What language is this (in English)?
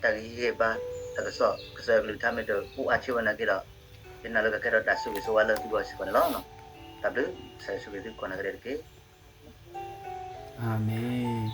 S'gaw Karen